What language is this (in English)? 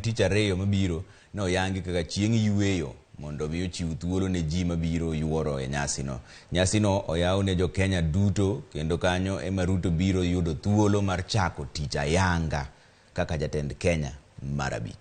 Luo (Kenya and Tanzania)